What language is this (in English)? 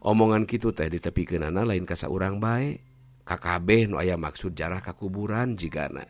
Sundanese